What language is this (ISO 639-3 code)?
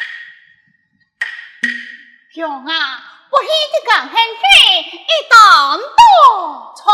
cpx